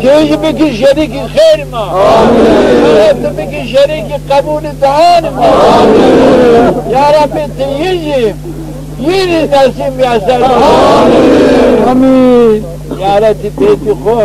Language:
Zaza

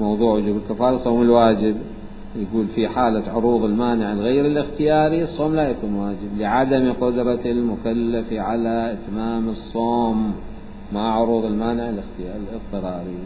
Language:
Mesopotamian Arabic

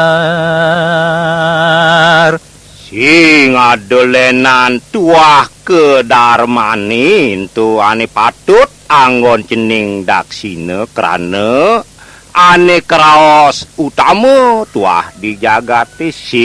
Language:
Balinese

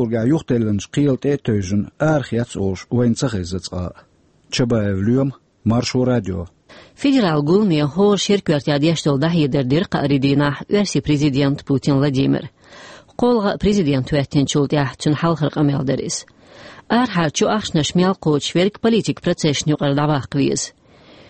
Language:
Chechen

